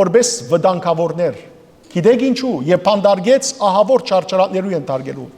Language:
Western Armenian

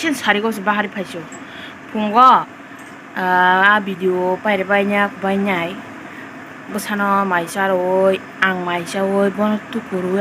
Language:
Kok Borok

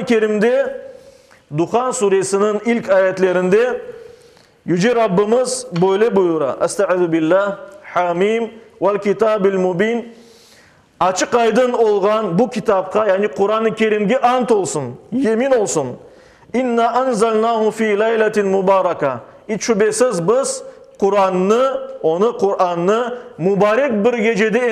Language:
Crimean Tatar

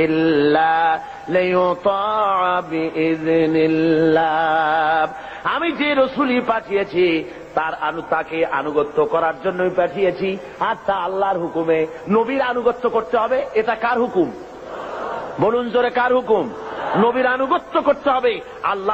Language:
Bangla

